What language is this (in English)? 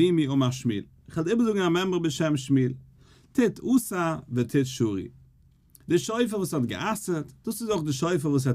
Yiddish